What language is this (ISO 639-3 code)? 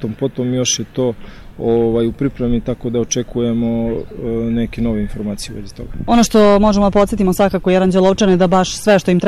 srp